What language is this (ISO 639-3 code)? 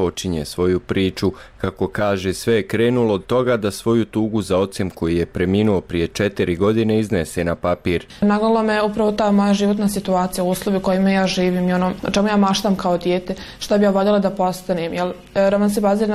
bos